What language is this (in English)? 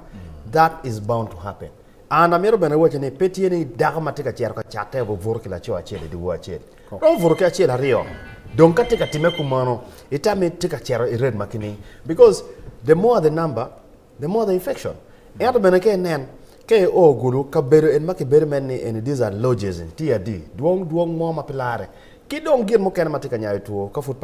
Acoli